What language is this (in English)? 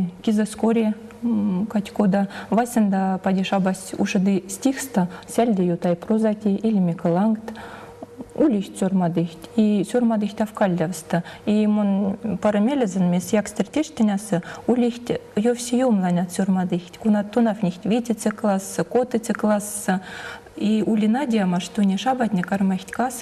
Erzya